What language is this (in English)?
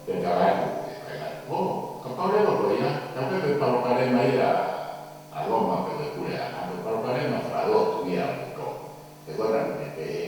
Tongan